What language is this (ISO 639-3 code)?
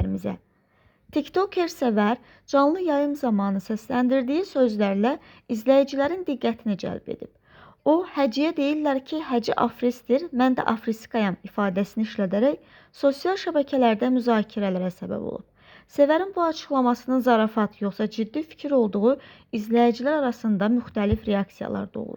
aze